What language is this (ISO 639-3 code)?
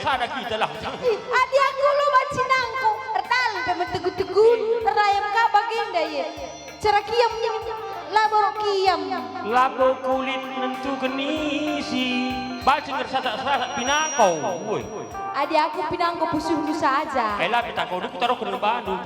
btx